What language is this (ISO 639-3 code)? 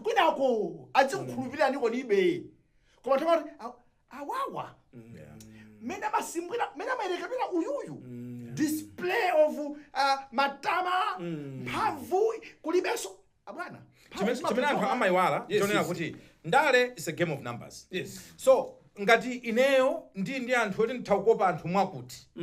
nya